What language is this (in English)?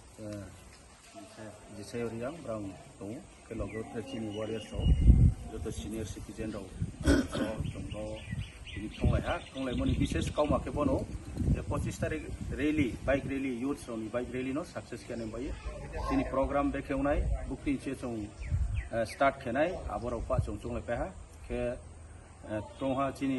Kok Borok